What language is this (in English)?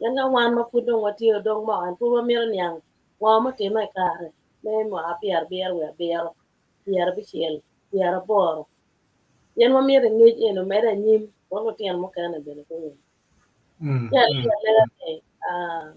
Acoli